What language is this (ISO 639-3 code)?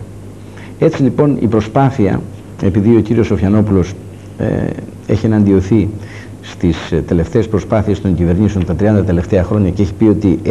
ell